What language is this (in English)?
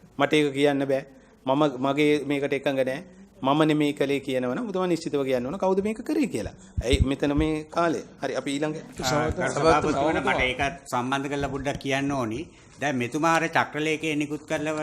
Sinhala